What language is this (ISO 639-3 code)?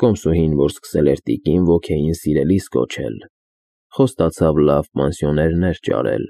hye